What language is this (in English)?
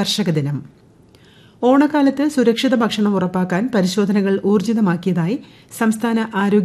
Malayalam